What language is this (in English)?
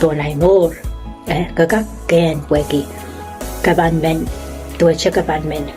Pohnpeian